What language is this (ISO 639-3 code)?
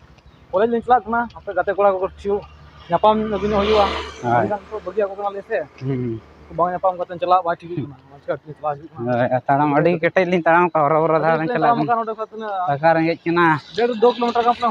sat